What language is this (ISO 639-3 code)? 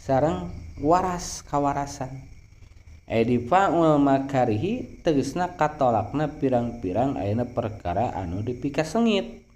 sun